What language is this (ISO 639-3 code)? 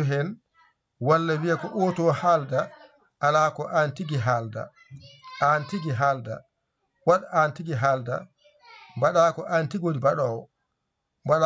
ful